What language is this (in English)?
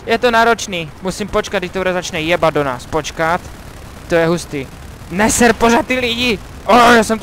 Czech